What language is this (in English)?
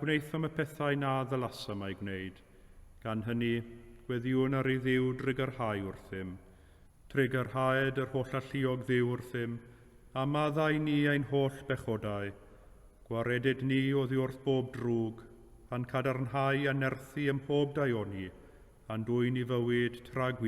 Welsh